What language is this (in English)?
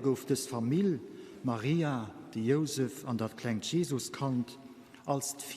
Luxembourgish